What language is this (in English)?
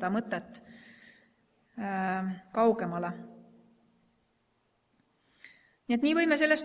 Estonian